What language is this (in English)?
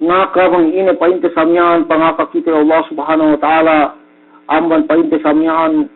Yakan